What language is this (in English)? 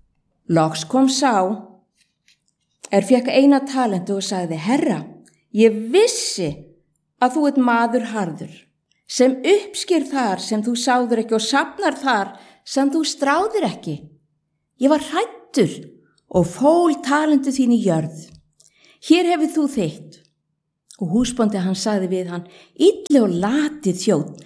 Icelandic